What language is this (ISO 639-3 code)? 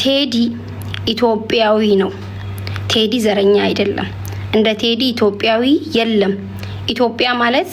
amh